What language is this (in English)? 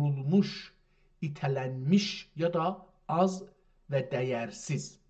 South Azerbaijani